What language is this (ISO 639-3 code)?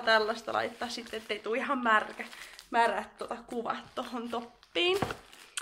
fin